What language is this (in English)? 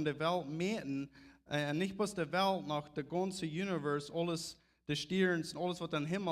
Plautdietsch